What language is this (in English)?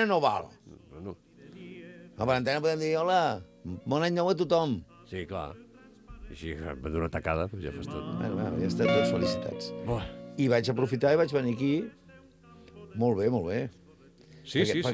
Catalan